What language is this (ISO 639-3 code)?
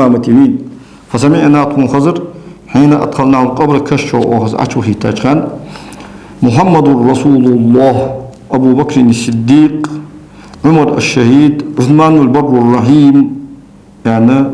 inh